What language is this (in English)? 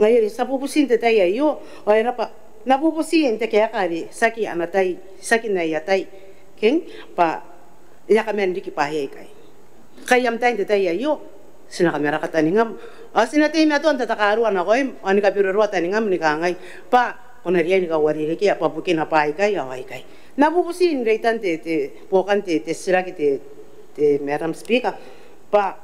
Gilbertese